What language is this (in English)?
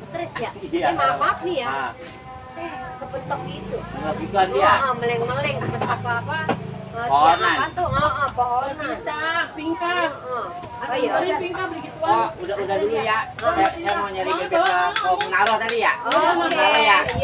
Betawi